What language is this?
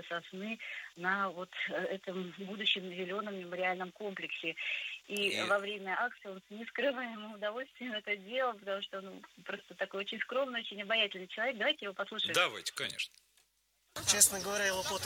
Russian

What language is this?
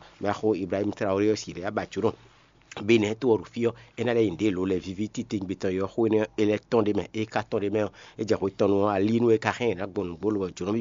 Fon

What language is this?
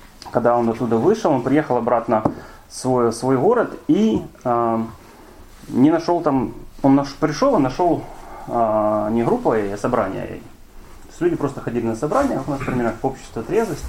Russian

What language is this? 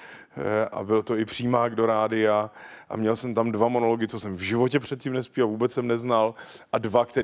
Czech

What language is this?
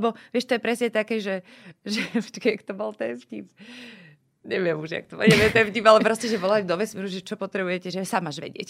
Slovak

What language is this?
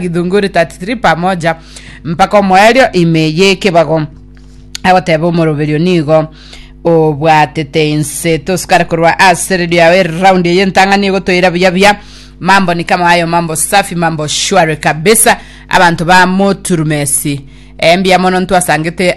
Gusii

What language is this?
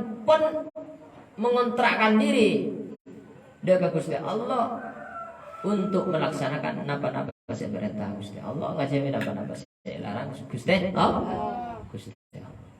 Madurese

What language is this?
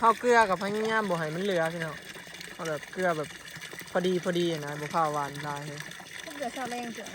Northeastern Thai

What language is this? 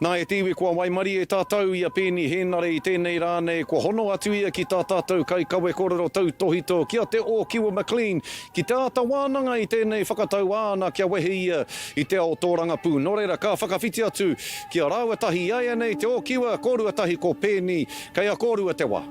Māori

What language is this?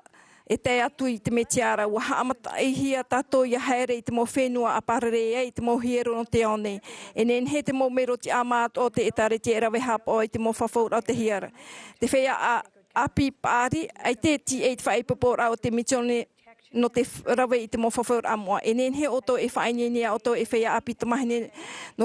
Tahitian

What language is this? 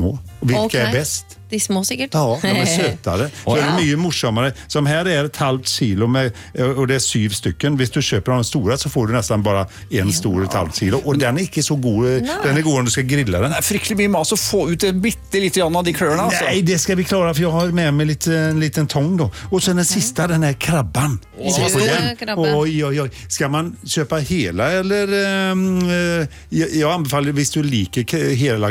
Norwegian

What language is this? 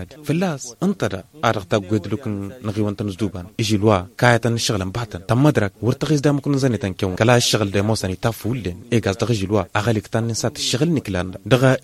Tamasheq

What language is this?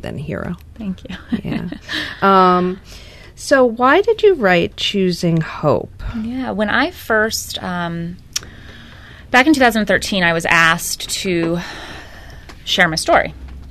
English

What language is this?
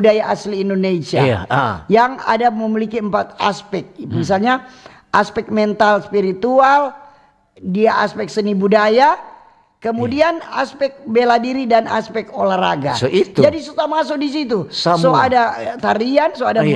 Manado Malay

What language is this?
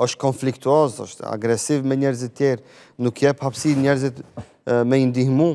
Albanian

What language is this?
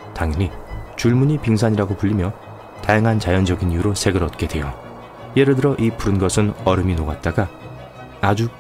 Korean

